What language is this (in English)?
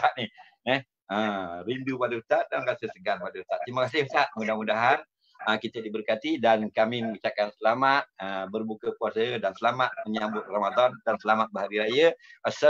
Malay